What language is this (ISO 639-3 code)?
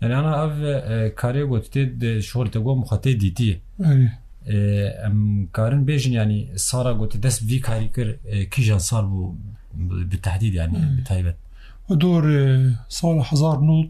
kur